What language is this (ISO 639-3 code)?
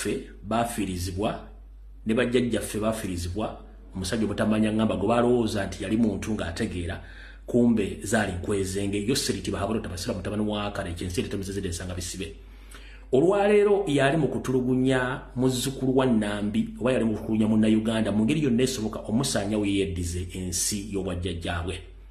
lug